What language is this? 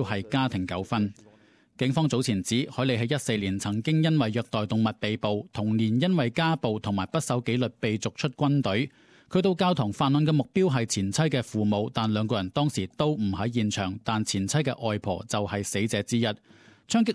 Cantonese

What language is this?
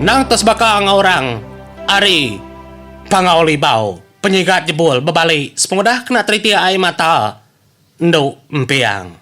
Iban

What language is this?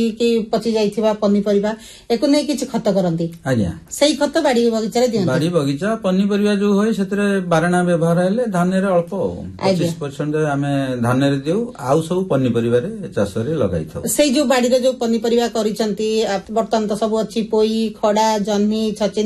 Odia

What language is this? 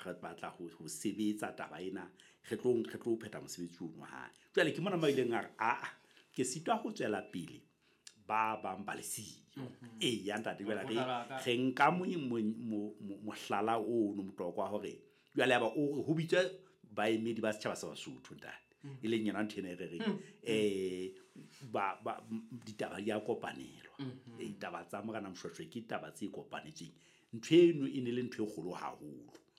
Southern Sotho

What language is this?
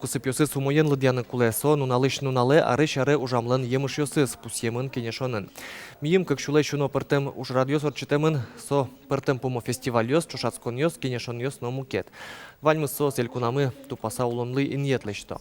Udmurt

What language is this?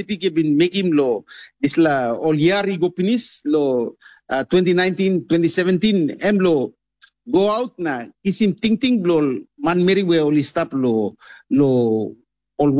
Tok Pisin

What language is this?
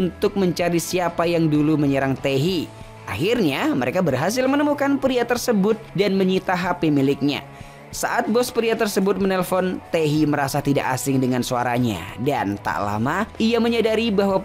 Indonesian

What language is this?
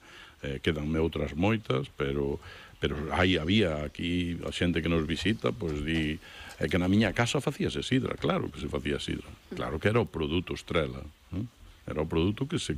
Galician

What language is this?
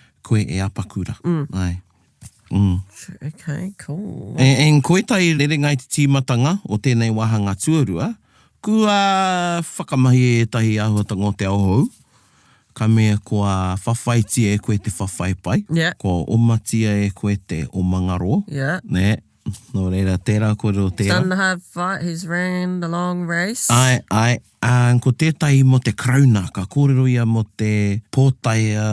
Māori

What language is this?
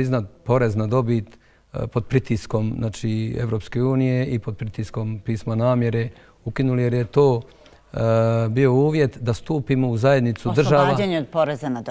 Bosnian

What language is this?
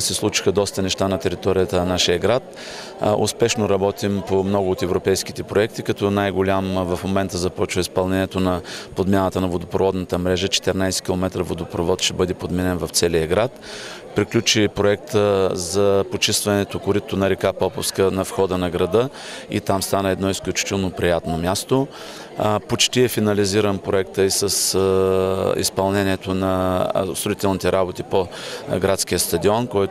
Bulgarian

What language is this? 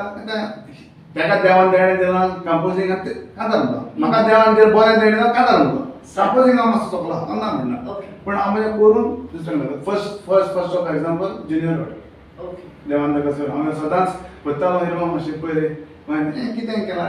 Konkani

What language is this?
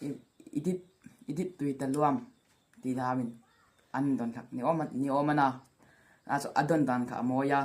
Hmar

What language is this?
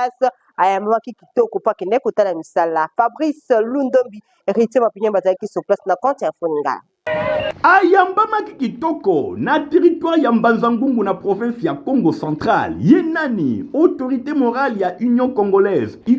Lingala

